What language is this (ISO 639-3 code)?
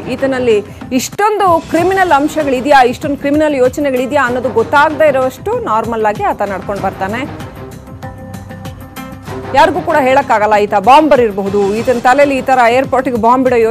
kan